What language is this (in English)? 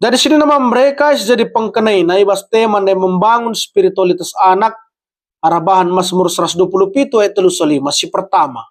Batak Karo